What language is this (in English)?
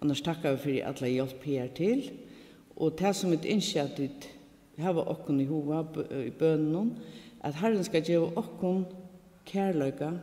Faroese